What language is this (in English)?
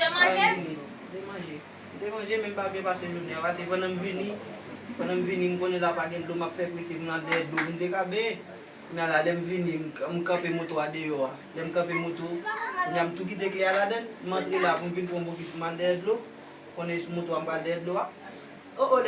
Haitian Creole